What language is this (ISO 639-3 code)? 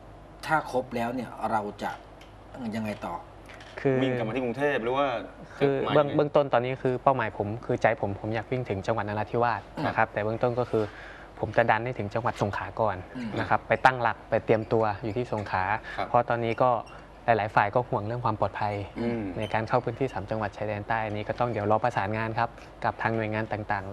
tha